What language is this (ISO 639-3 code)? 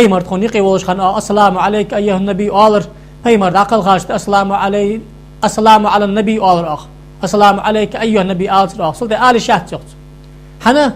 inh